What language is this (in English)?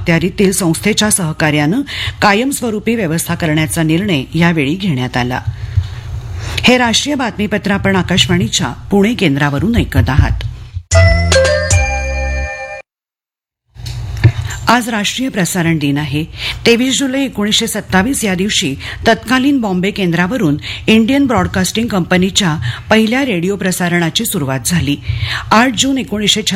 Marathi